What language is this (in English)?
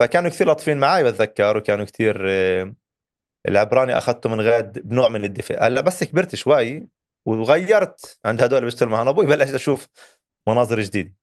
North Levantine Arabic